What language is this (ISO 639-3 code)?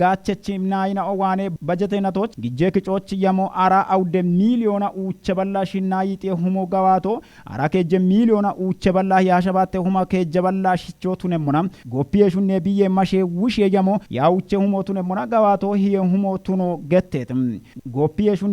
kbr